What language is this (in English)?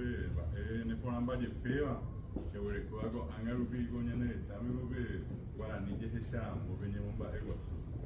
Guarani